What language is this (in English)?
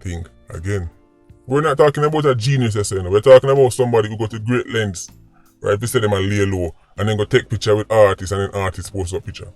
Jamaican Creole English